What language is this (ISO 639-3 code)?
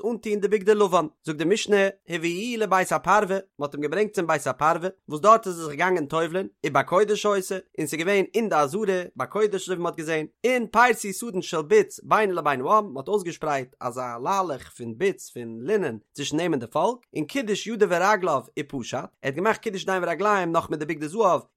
yid